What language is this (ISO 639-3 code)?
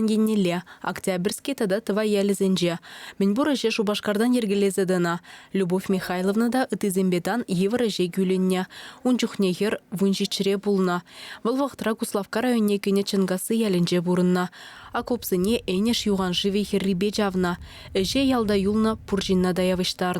chv